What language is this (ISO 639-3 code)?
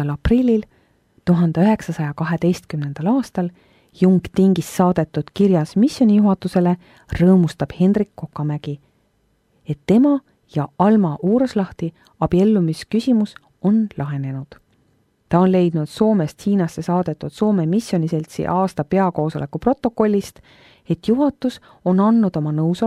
est